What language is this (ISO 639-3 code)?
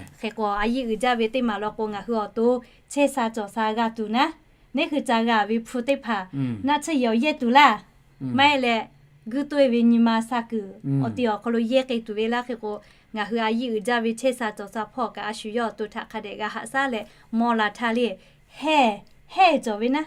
lhu